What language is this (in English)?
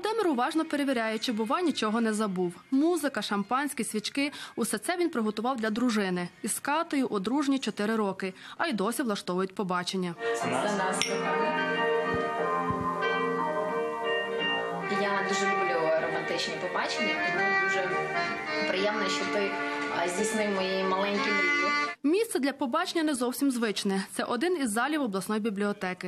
Ukrainian